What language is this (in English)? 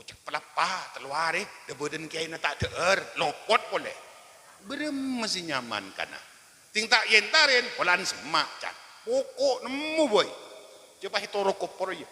Madurese